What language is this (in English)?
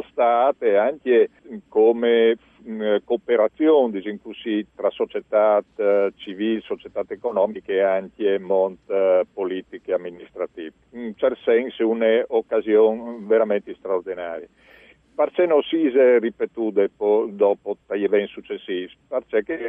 Friulian